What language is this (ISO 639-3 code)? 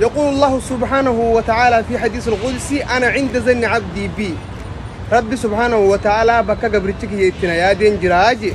orm